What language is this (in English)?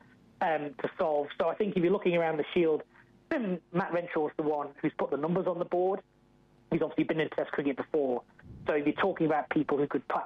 English